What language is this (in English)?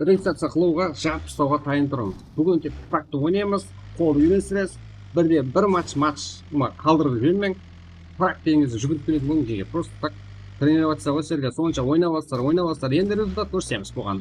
Kara-Kalpak